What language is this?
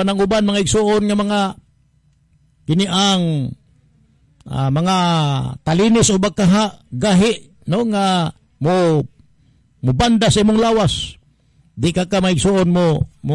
Cebuano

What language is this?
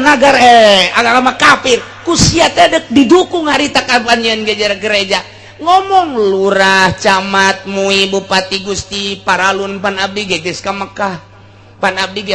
Sundanese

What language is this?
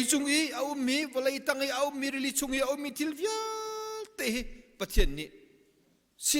Hakha Chin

